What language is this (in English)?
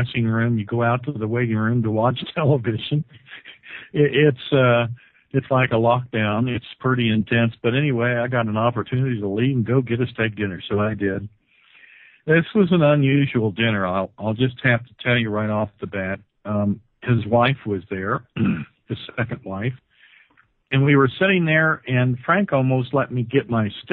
English